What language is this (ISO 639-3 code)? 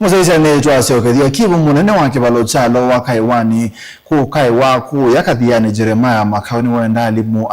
kam